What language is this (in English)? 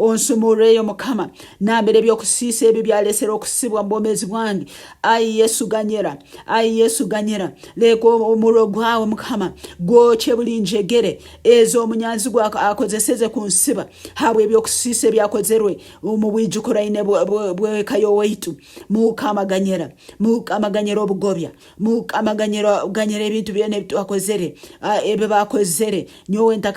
Nyankole